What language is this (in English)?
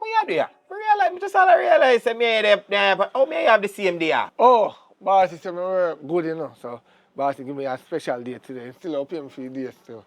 Jamaican Creole English